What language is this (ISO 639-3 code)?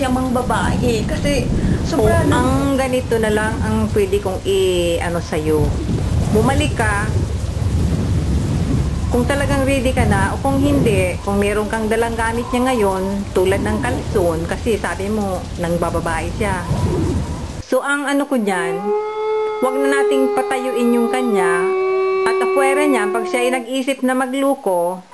fil